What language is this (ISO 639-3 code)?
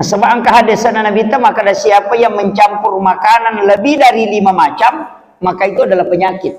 bug